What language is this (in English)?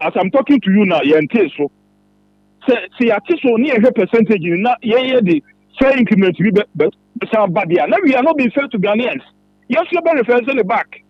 Akan